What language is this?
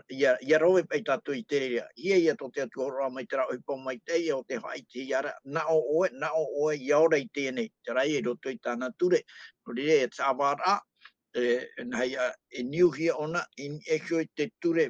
Tahitian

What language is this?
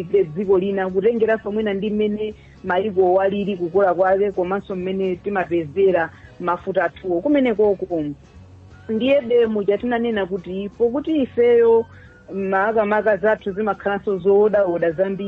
Nyanja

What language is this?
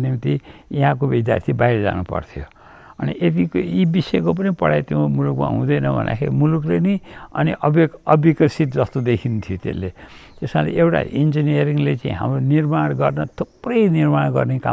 Nepali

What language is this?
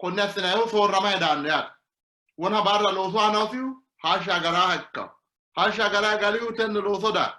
Sidamo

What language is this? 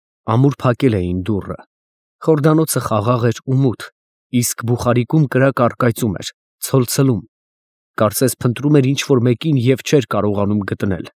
Armenian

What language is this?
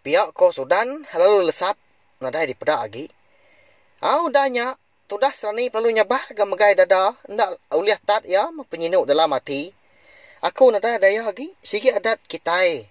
Iban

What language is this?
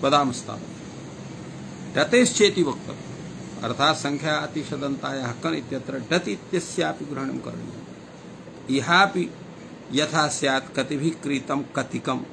Sanskrit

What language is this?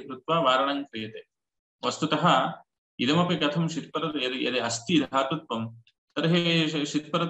Sanskrit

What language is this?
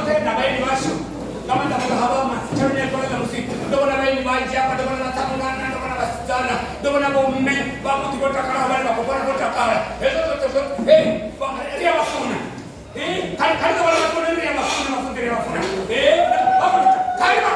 Venda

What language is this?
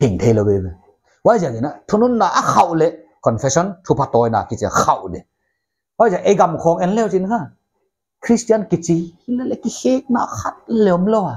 Paite Chin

